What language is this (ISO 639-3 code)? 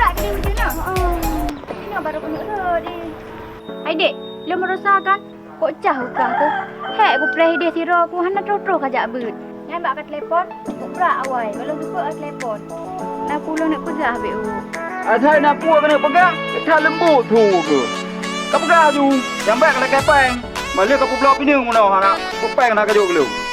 ace